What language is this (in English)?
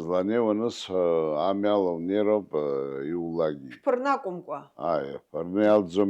Abkhazian